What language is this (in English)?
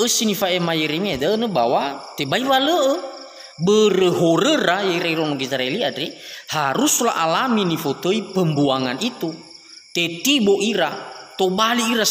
Nias